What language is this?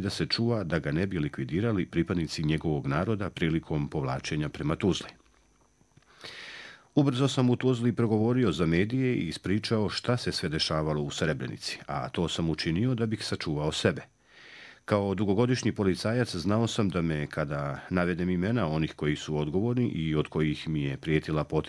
Bosnian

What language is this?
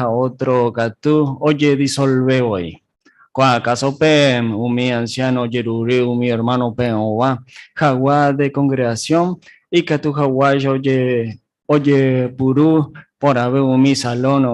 Guarani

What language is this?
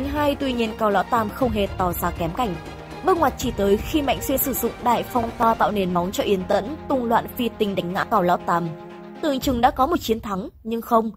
Vietnamese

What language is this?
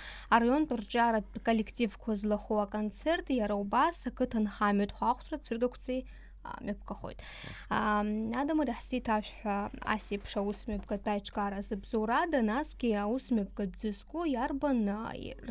Abkhazian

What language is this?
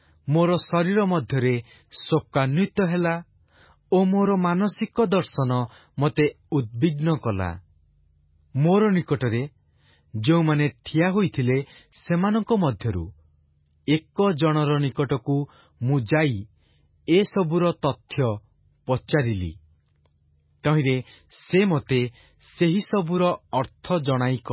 Odia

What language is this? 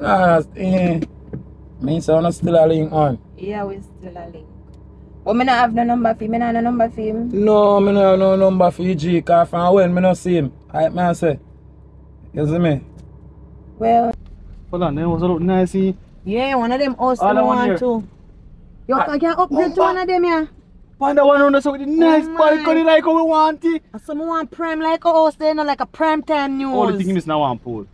Jamaican Creole English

